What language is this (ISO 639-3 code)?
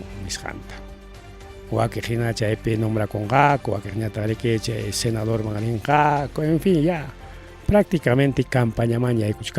quy